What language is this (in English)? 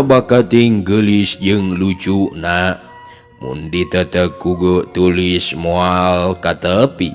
Sundanese